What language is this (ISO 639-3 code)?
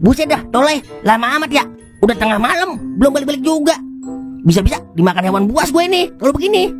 bew